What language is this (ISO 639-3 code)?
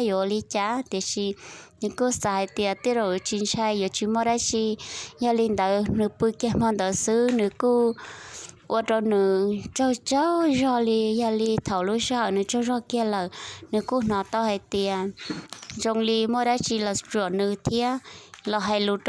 hmn